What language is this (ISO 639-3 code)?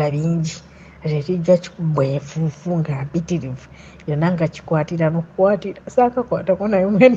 lug